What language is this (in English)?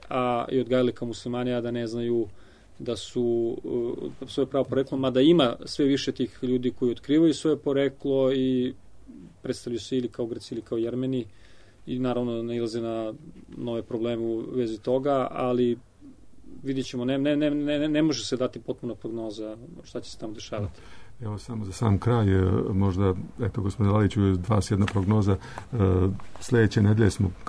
Serbian